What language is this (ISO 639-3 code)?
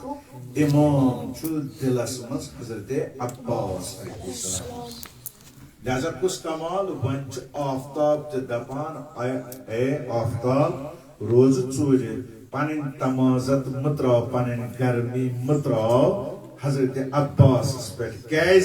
kas